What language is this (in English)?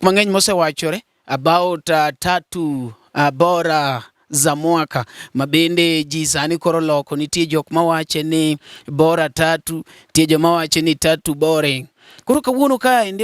Luo (Kenya and Tanzania)